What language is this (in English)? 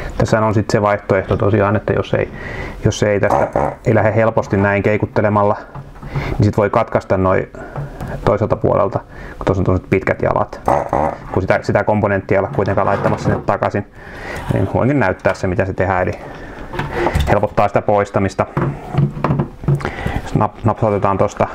Finnish